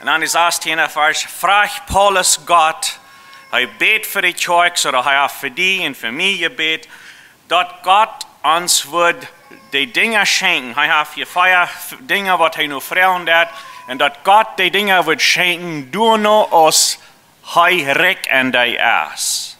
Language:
Plautdietsch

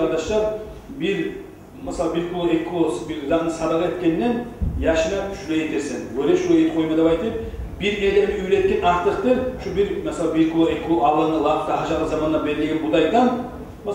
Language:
Kumyk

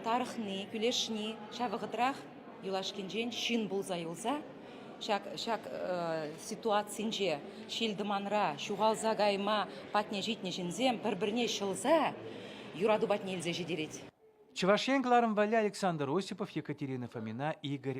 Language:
Chuvash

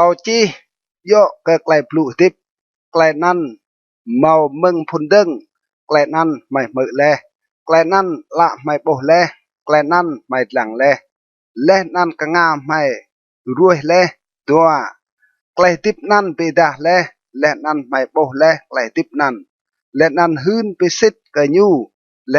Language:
Rade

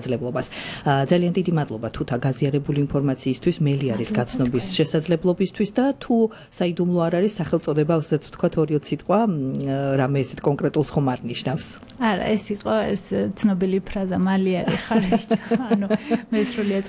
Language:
Georgian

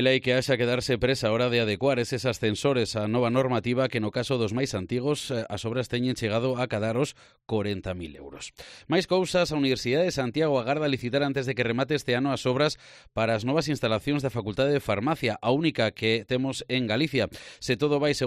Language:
Galician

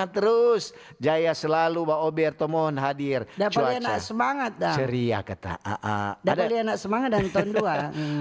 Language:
Manado Malay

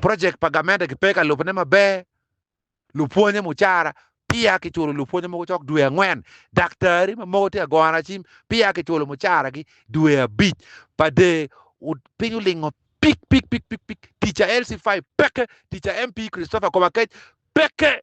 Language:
Acoli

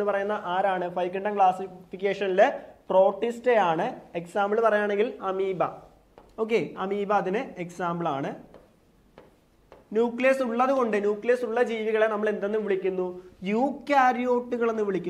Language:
Malayalam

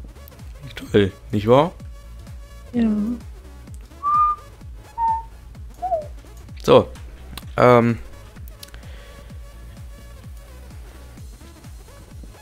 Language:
German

